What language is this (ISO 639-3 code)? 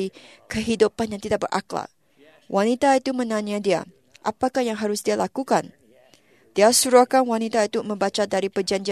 msa